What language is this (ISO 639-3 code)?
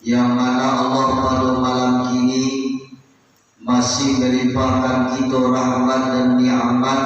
min